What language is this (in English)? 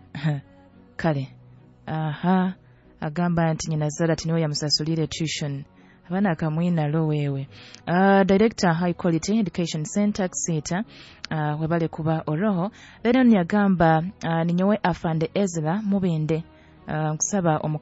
Nyoro